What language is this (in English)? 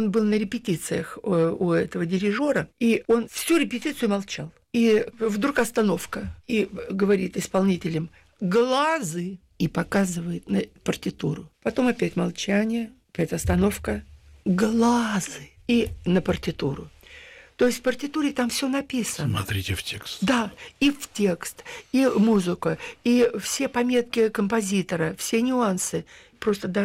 Russian